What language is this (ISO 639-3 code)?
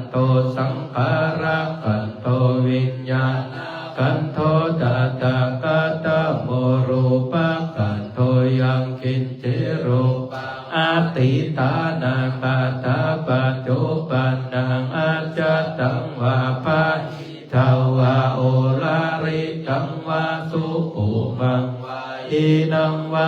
pli